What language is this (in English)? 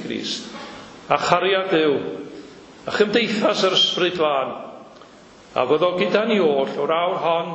Welsh